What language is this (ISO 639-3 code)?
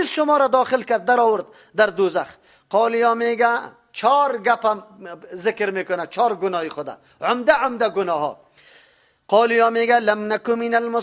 fas